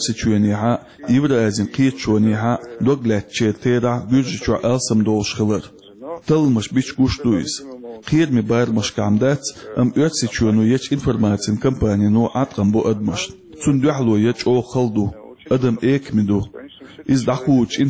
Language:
Chechen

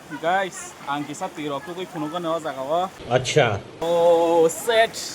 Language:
Kok Borok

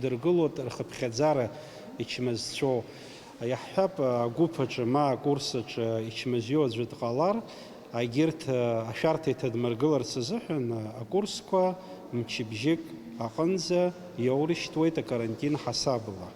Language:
Abkhazian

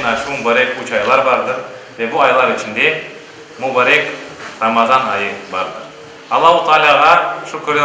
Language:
Crimean Tatar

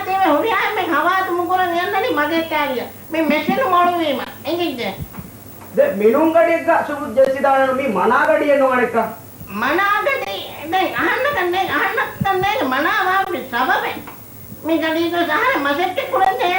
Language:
Divehi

